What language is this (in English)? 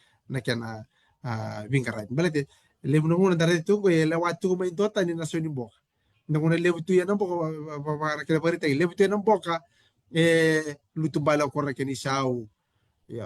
Fijian